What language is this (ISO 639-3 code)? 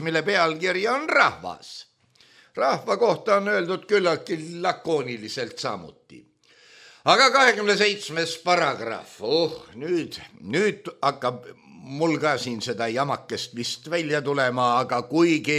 est